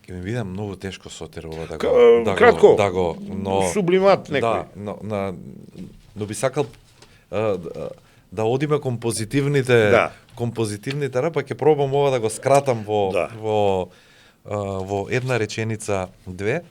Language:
Macedonian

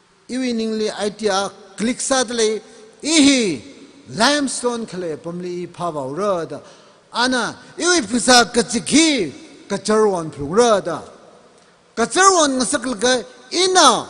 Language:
Tangkhul Naga (India)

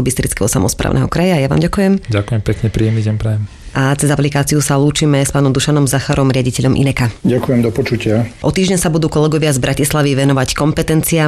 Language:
Slovak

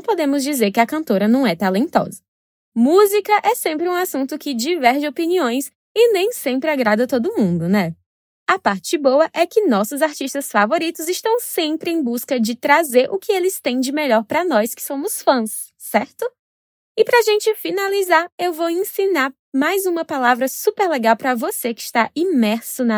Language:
Portuguese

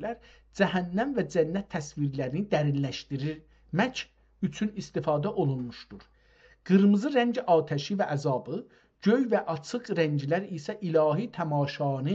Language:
South Azerbaijani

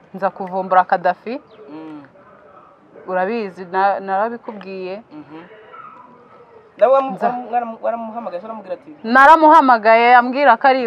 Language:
Kinyarwanda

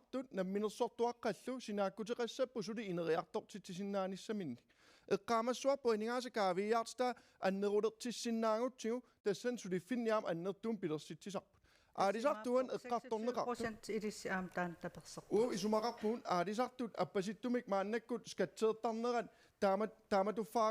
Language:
Kalaallisut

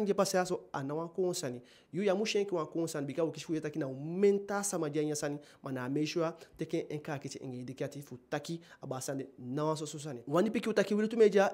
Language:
Eastern Maroon Creole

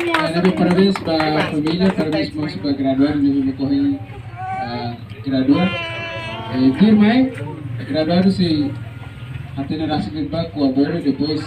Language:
Tetum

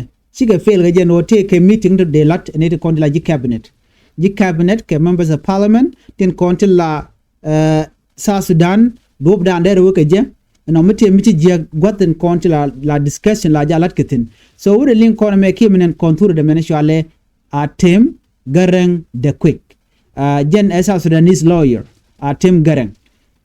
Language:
Nuer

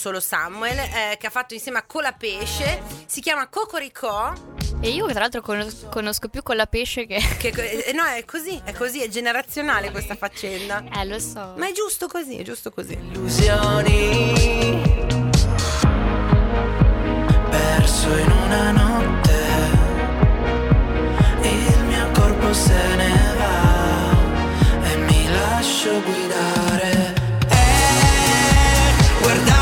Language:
Italian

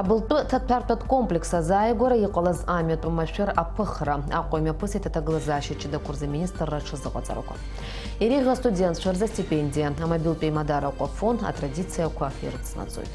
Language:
Abkhazian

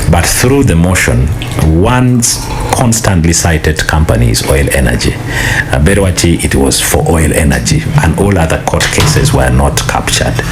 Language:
Acoli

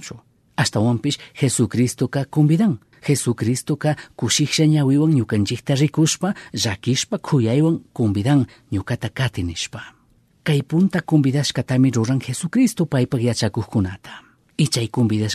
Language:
Chimborazo Highland Quichua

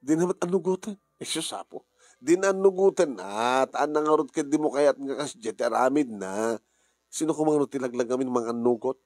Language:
Iloko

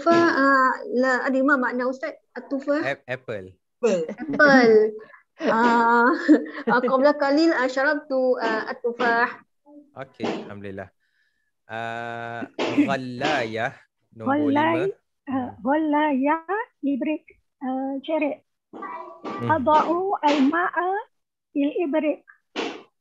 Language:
Malay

